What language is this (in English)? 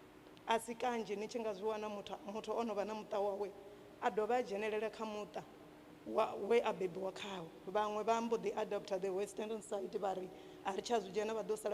Venda